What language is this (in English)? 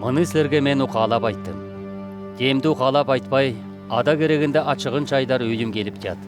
Southern Altai